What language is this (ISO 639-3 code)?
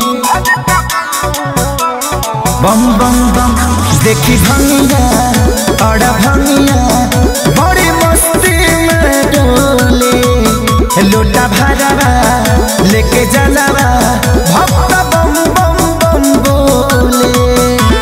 bho